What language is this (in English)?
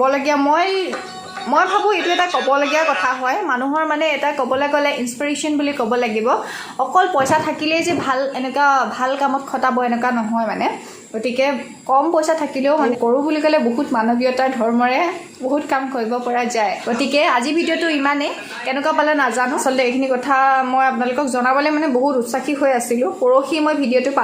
Assamese